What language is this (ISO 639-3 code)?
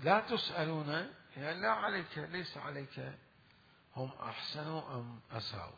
acm